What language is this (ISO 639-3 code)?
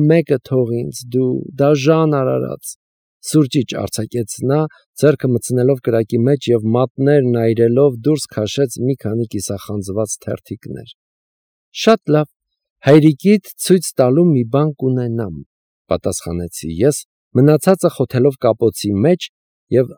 hye